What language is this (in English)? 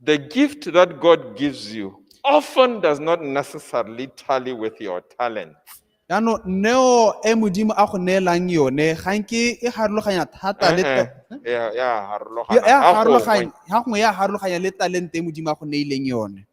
Tswana